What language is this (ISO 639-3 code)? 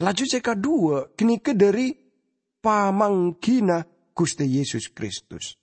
mad